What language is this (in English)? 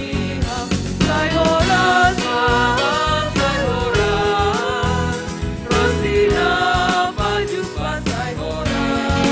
Batak Simalungun